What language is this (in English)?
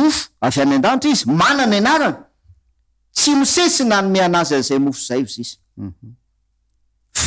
Malagasy